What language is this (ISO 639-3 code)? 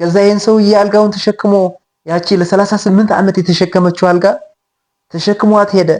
amh